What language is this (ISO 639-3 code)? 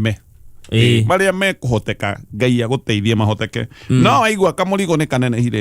kik